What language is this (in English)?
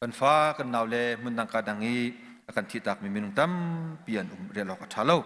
Hakha Chin